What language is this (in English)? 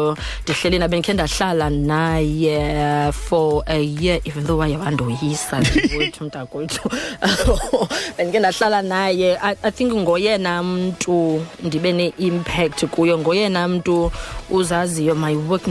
Xhosa